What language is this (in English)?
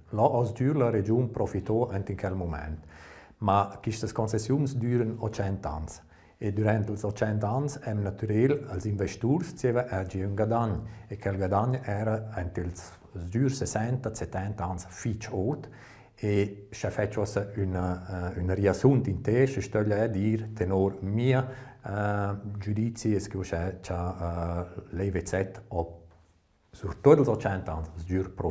Romansh